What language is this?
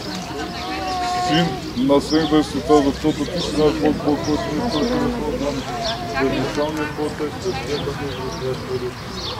Bulgarian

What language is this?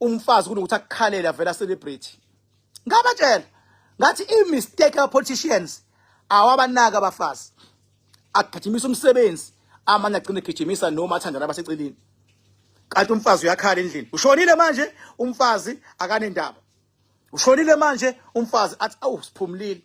Zulu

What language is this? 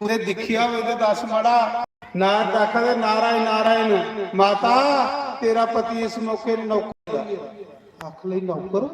Dogri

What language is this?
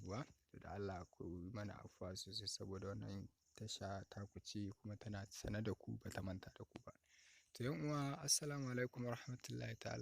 Hausa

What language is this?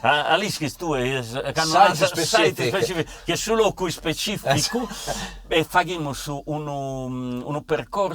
Sardinian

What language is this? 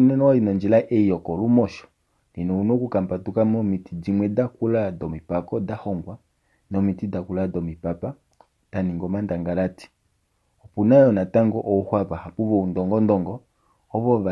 Kuanyama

